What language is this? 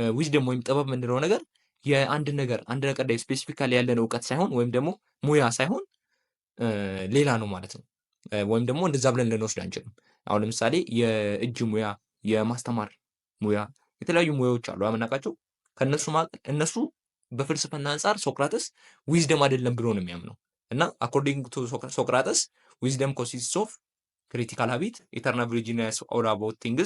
Amharic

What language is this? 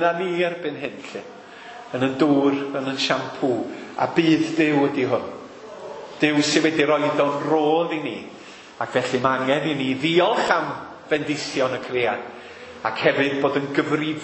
Welsh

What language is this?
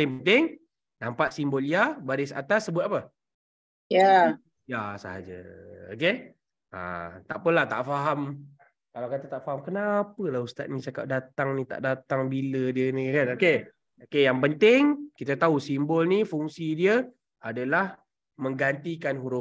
Malay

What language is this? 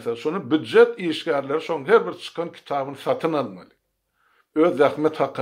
Turkmen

